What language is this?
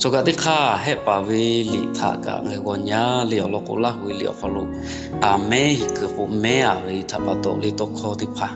Lahu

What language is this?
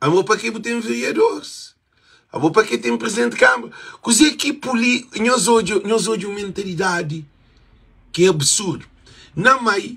Kabuverdianu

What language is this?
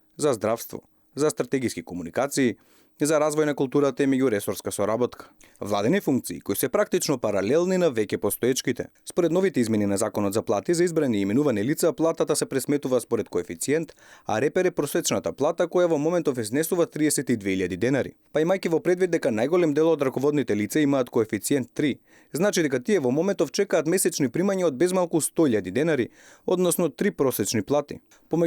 Macedonian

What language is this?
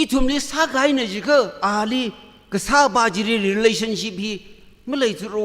Tangkhul Naga (India)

